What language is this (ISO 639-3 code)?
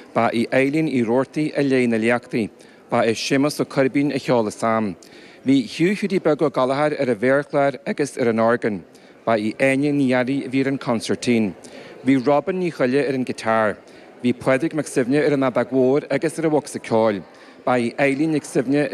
gle